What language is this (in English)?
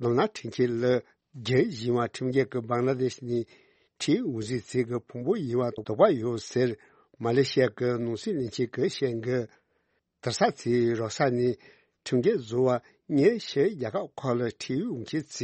Tibetan